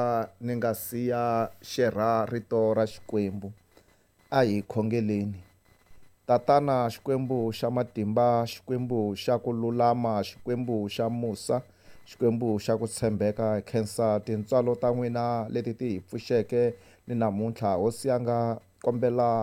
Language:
Tsonga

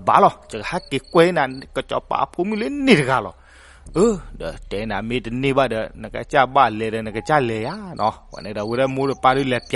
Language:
S'gaw Karen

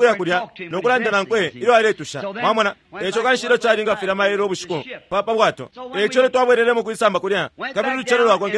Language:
Bemba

